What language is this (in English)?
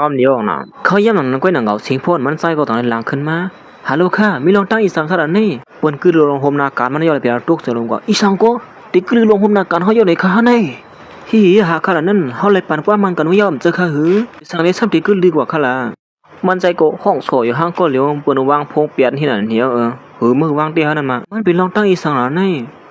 Shan